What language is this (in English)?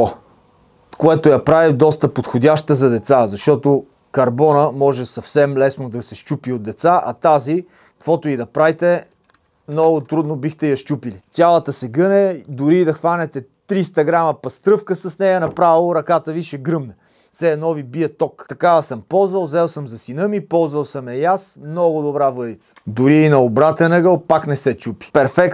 Bulgarian